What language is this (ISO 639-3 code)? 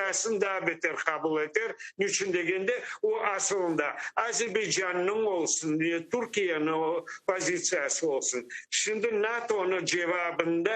crh